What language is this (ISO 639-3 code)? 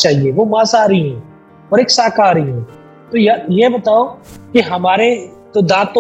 hin